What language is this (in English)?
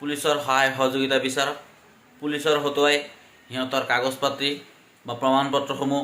Assamese